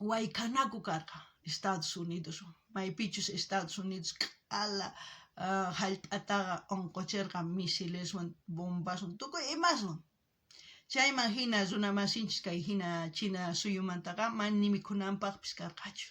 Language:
South Bolivian Quechua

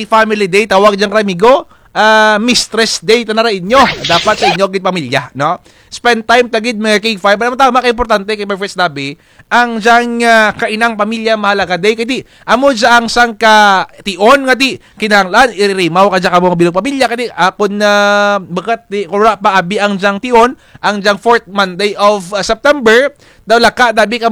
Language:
Kinaray-a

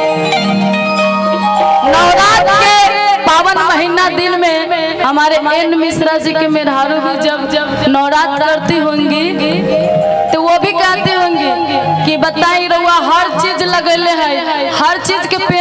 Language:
Bhojpuri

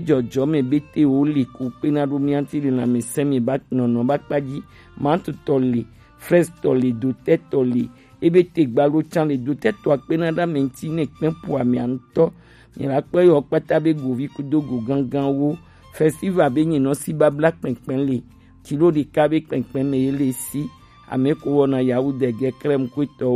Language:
Gen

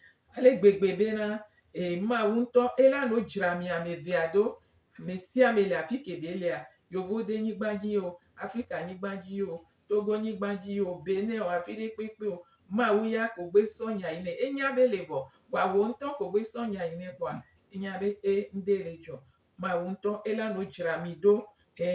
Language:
Gen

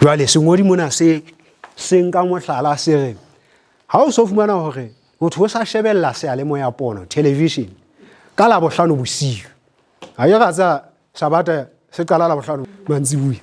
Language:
Southern Sotho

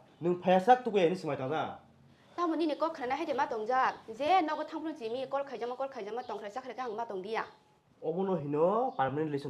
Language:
Kok Borok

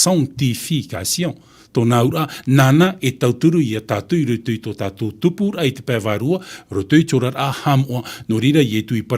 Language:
Tahitian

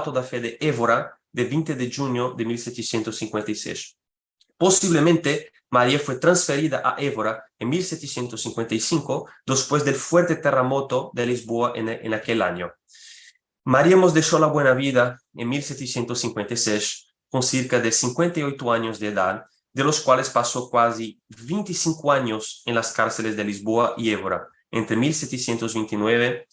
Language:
Ladino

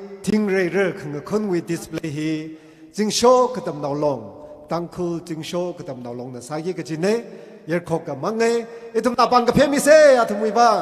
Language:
Tangkhul Naga (India)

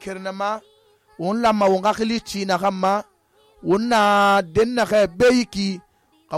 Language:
Susu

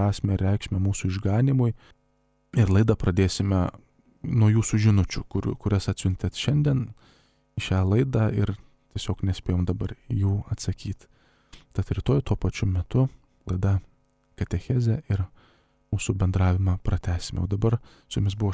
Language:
Lithuanian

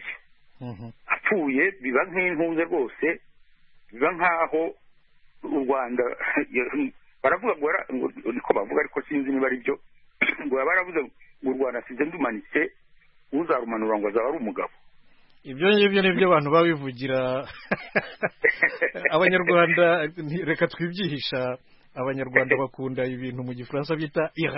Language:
Kinyarwanda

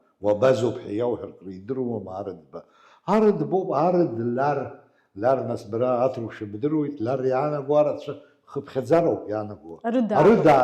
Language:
Abkhazian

